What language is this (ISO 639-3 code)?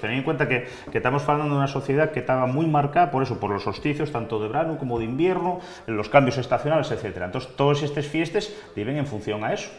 ast